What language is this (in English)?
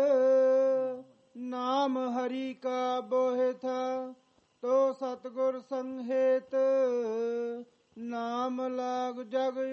Punjabi